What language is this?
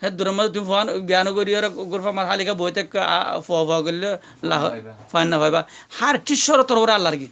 Rohingya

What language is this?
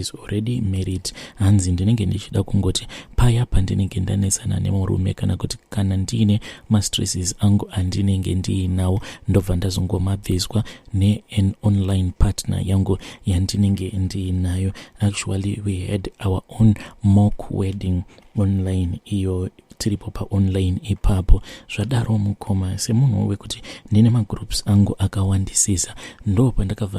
Shona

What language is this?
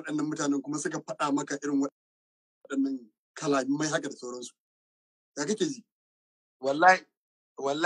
Hausa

